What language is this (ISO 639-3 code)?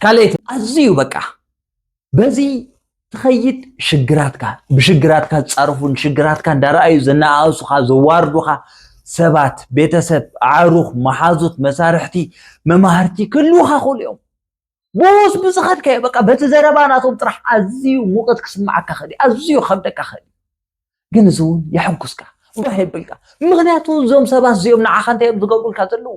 tir